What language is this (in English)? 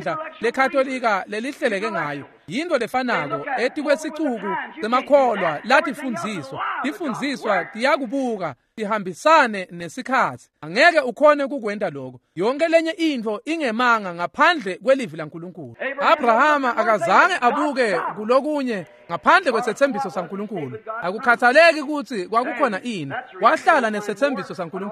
Swati